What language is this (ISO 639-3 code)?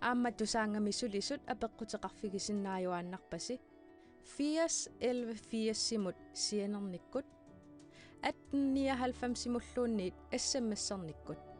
kal